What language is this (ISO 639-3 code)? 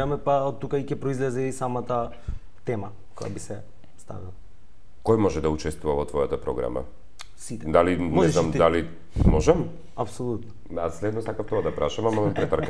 mkd